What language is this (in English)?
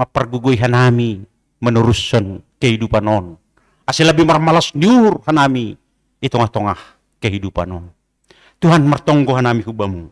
Batak Simalungun